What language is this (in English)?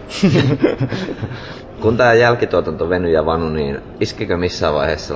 Finnish